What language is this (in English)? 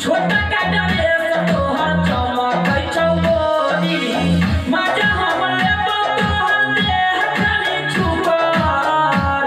Maithili